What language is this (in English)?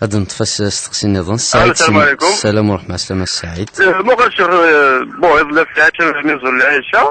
Kabyle